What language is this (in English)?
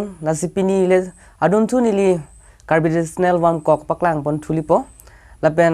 Karbi